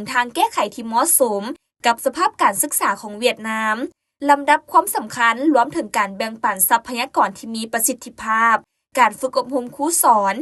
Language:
Lao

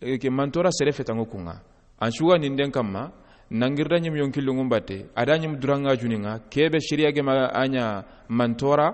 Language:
Soninke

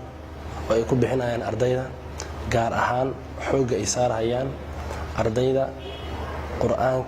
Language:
Somali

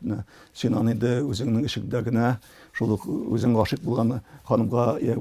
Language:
Tatar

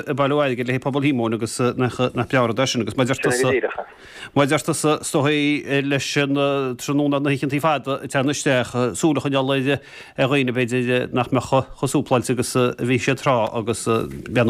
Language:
Irish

